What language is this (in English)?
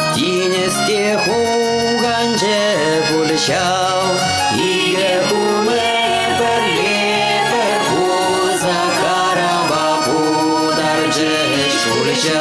Chuvash